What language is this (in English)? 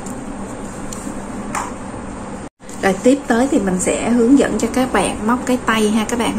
Vietnamese